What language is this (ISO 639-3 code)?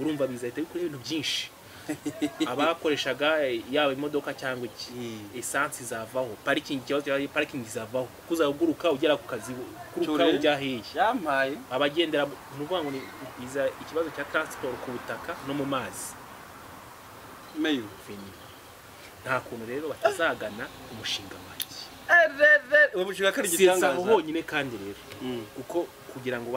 kin